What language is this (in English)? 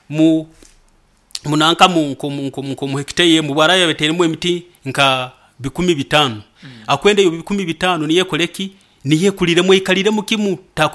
Nyoro